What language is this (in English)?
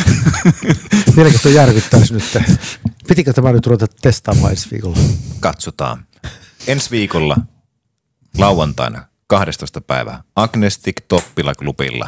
Finnish